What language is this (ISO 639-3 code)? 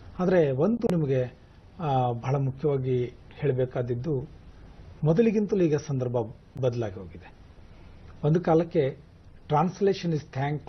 kan